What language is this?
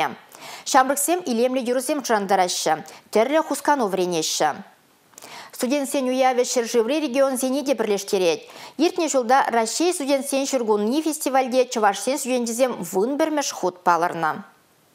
Chuvash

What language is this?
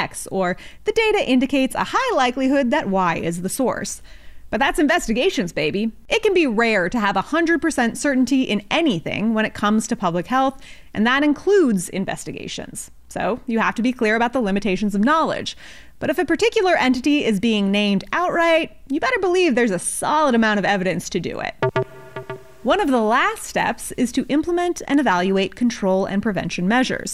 English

